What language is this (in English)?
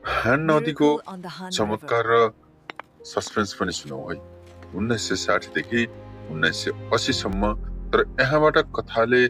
Nepali